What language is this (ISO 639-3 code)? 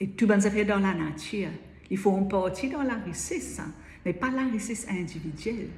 mfe